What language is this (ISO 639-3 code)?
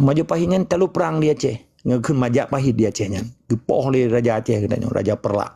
ace